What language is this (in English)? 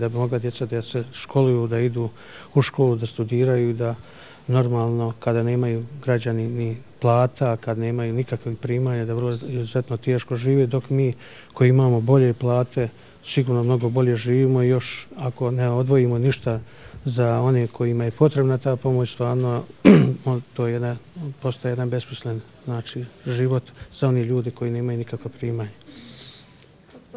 Bosnian